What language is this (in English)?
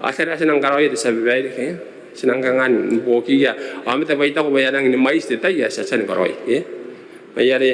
Gilbertese